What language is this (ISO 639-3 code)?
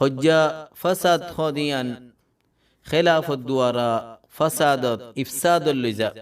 rhg